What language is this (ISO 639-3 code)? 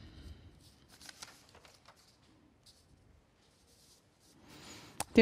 fin